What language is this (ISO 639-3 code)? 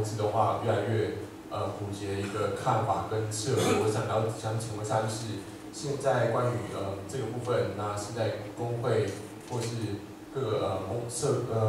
zho